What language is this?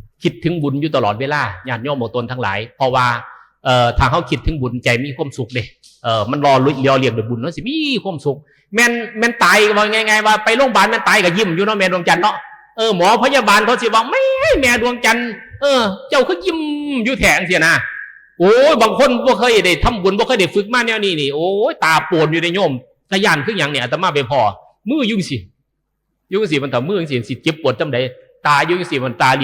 Northeastern Thai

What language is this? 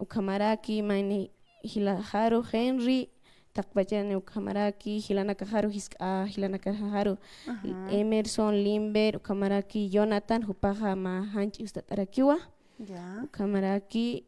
Aymara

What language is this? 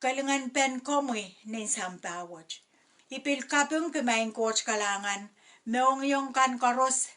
Pohnpeian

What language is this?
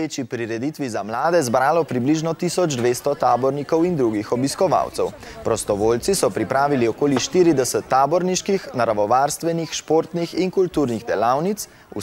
Slovenian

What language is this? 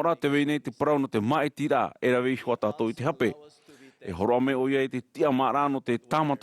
Tahitian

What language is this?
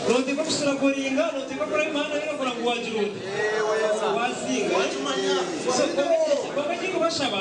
Nyankole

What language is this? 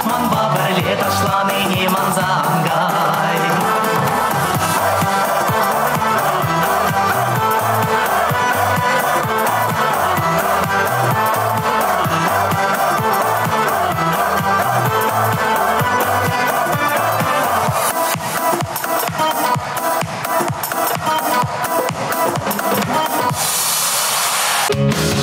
Chuvash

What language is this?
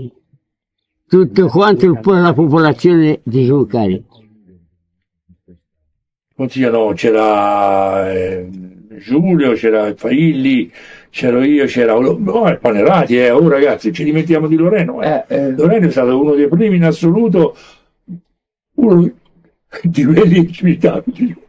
Italian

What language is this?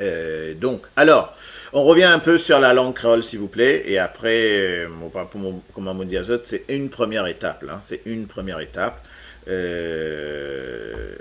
Morisyen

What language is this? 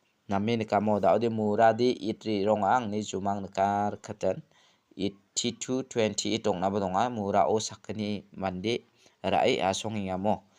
Garo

